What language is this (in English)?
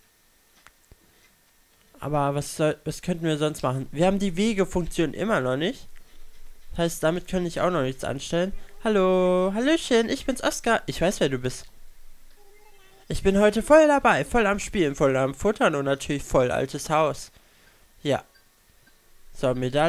German